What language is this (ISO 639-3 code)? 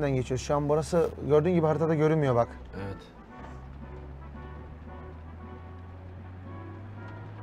tur